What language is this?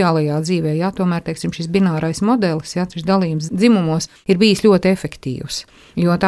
Latvian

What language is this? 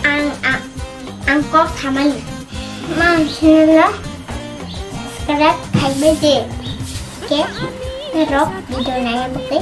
Kok Borok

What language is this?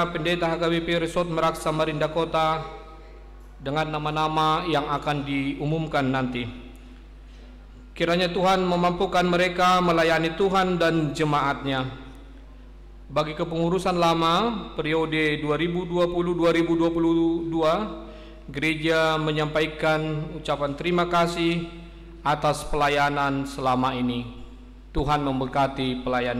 Indonesian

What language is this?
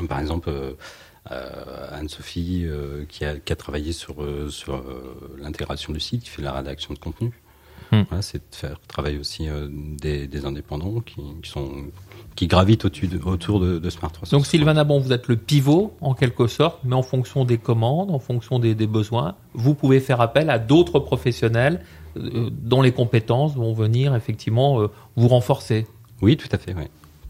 French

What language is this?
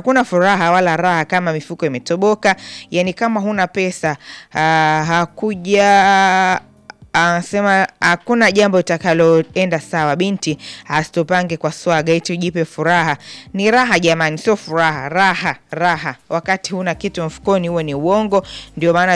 Swahili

